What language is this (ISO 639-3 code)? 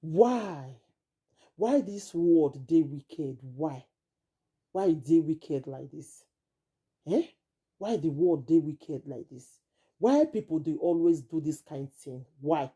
pcm